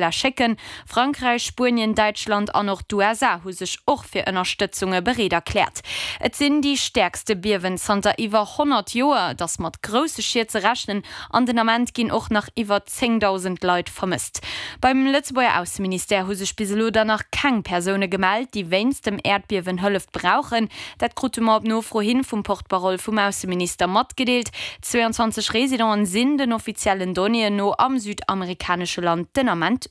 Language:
Luxembourgish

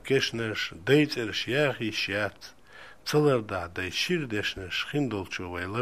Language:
Chechen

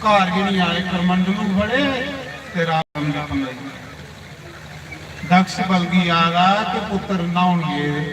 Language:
Dogri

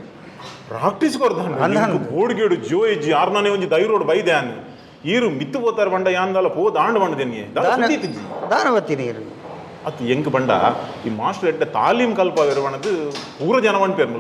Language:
Tulu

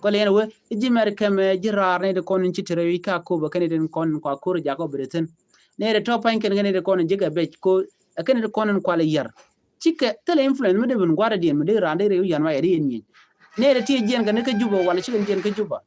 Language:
Nuer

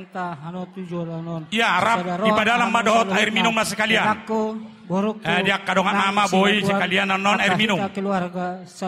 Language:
Batak Toba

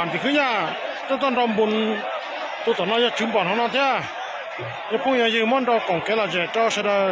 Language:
Hmong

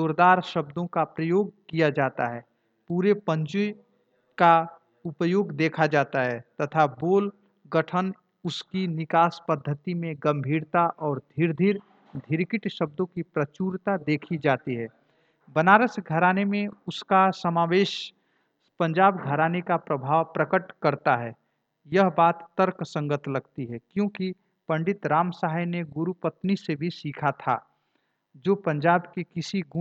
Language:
Hindi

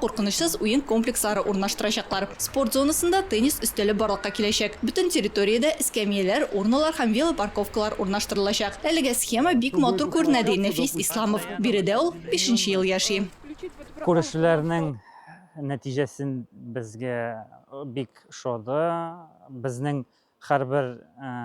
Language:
Tatar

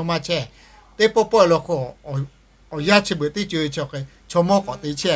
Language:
Lahu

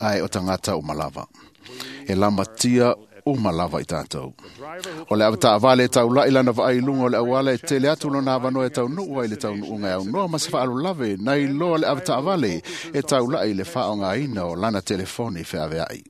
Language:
Samoan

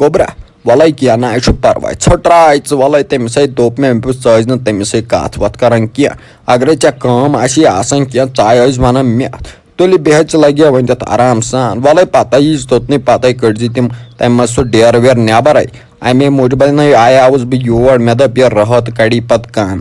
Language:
Kashmiri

